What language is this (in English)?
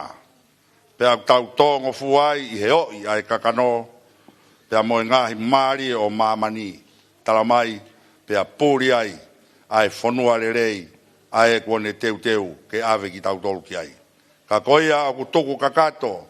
Tongan